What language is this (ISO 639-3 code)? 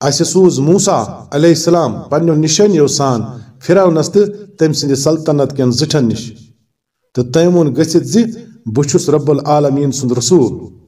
kas